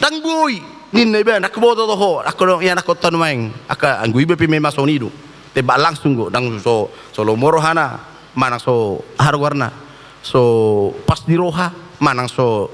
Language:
Batak Toba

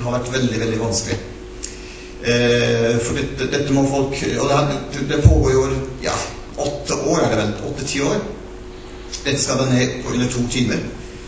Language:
Norwegian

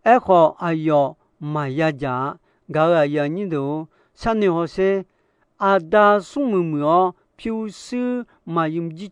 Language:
Akha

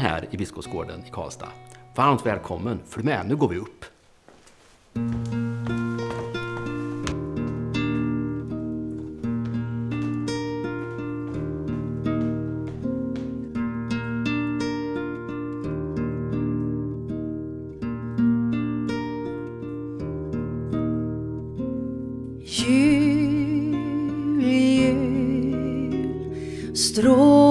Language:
Swedish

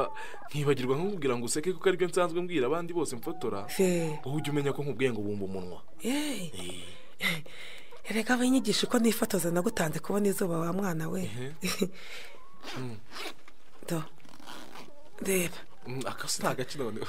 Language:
Kinyarwanda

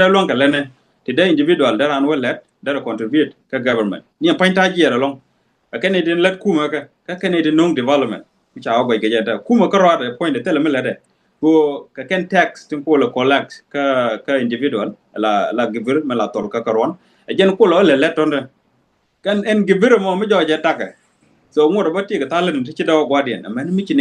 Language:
Nuer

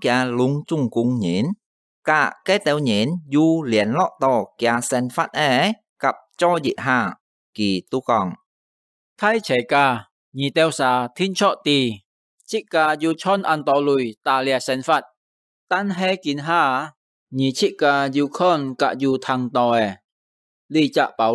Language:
Hakka Chinese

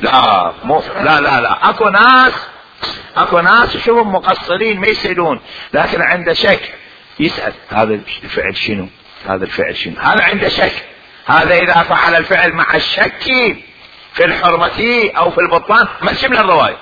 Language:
Mesopotamian Arabic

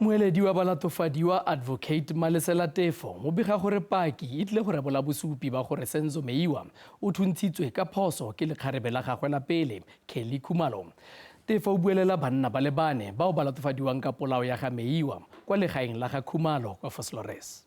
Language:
Tswana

